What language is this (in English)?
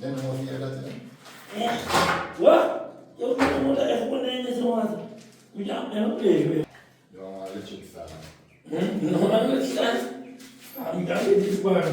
Jamaican Creole English